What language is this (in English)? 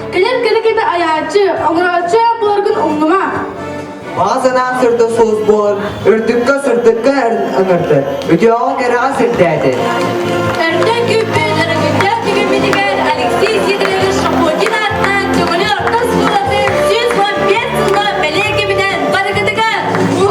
Yakut